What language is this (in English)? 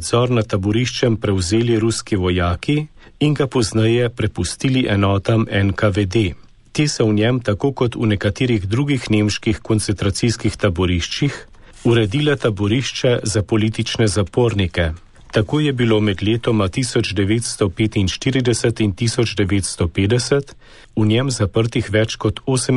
Slovenian